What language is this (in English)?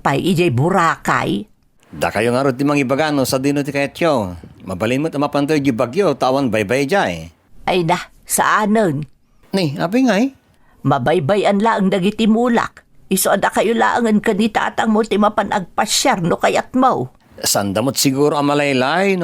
Iloko